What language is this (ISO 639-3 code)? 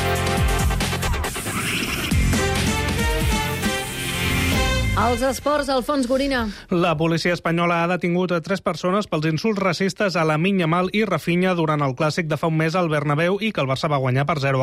cat